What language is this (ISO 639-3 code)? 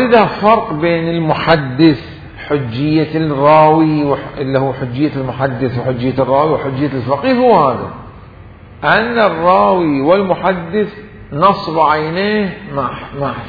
acm